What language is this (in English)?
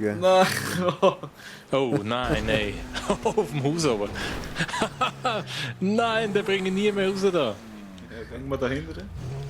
Swiss German